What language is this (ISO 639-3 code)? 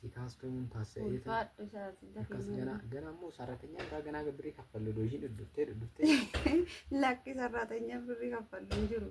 orm